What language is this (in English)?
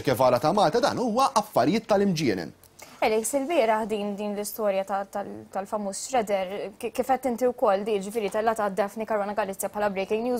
Maltese